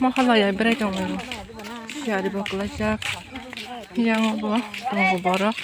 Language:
Kok Borok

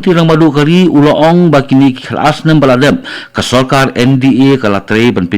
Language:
Khasi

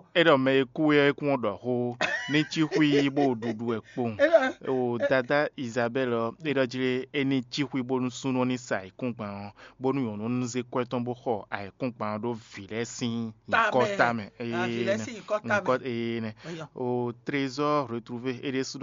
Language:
Fon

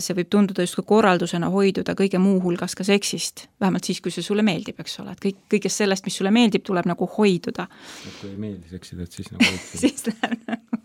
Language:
Estonian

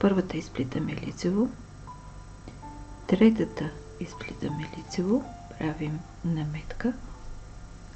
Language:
Bulgarian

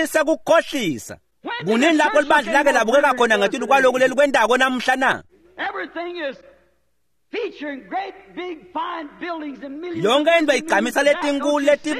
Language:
Swati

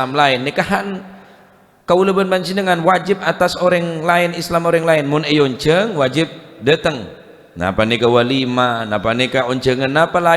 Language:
Madurese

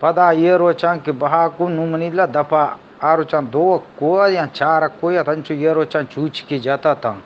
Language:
Eastern Balochi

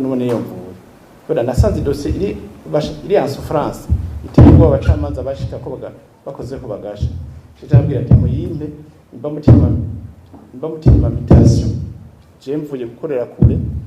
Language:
Rundi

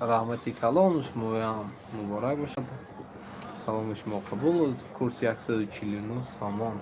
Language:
Tajik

